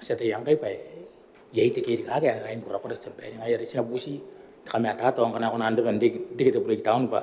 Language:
Gilbertese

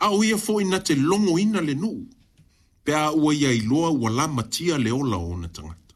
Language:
Samoan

